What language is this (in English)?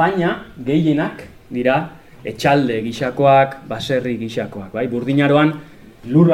Basque